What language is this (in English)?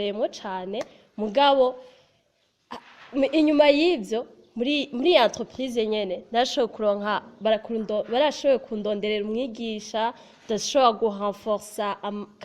Rundi